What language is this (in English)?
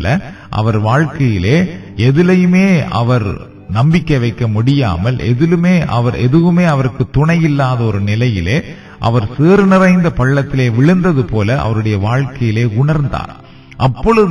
Tamil